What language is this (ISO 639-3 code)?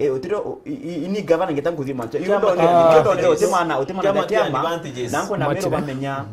mer